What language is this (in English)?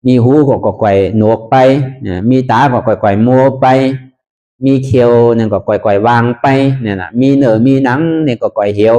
Shan